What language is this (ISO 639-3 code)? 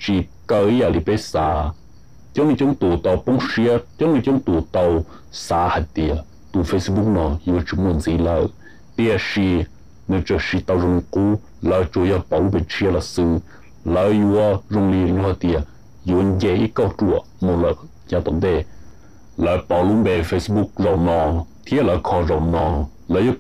hmn